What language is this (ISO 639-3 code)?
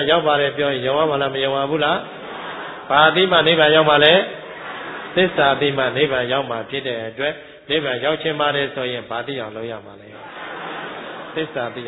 mya